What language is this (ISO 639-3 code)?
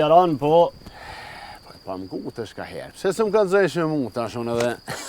sqi